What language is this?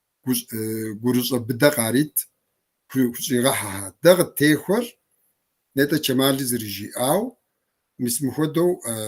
Kabardian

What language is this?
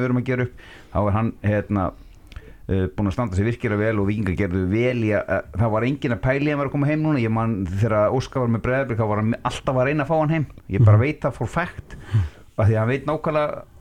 Icelandic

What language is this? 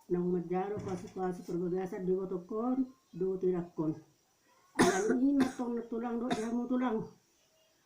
Batak Toba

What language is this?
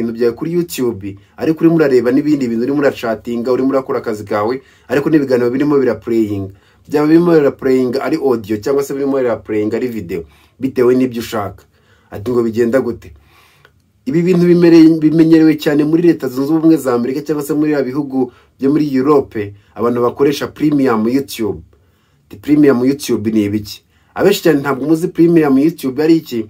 Kinyarwanda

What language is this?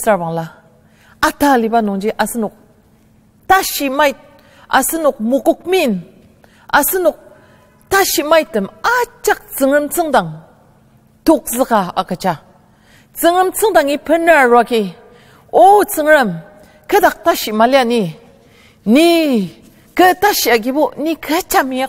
Ao Naga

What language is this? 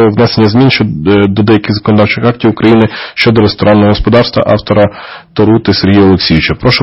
Ukrainian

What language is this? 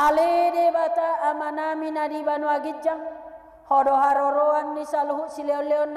Batak Toba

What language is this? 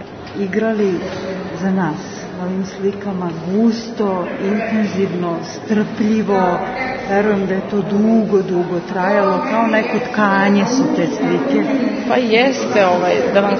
Serbian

